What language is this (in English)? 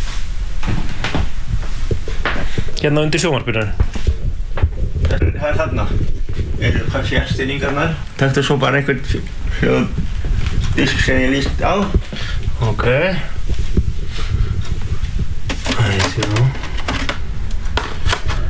Icelandic